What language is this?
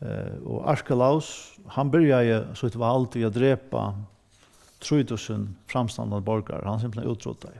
Faroese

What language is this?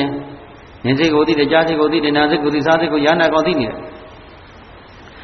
Burmese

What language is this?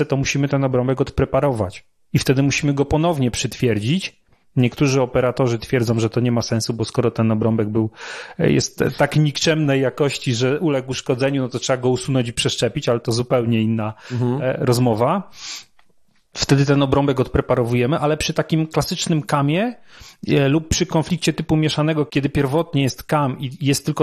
Polish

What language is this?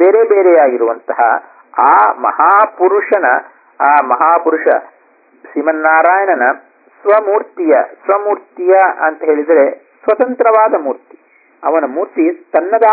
Kannada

